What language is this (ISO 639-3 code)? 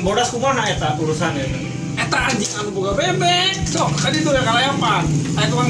sun